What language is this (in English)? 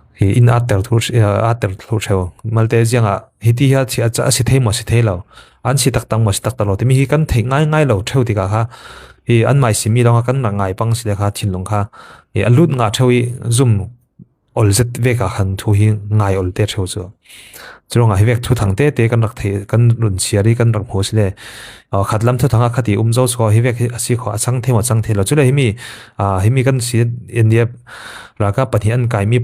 Falam Chin